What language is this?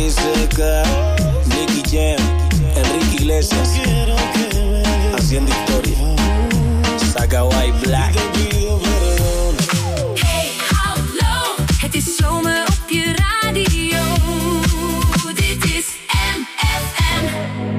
Dutch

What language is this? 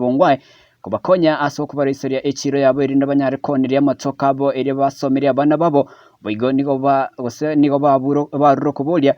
Gusii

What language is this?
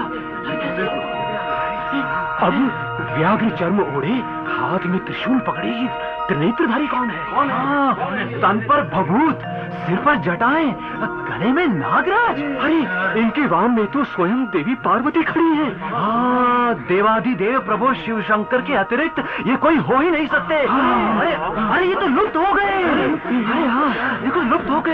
Hindi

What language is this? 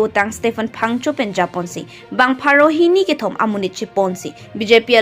Karbi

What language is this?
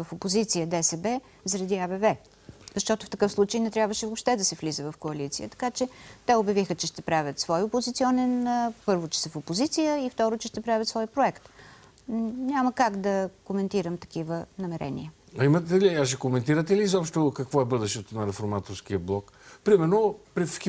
Bulgarian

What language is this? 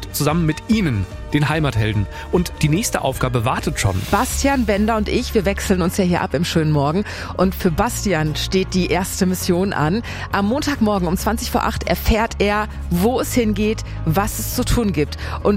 German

